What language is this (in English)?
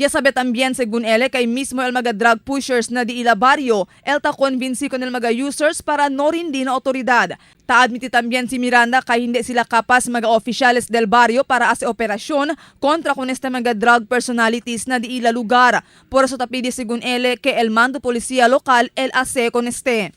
Chavacano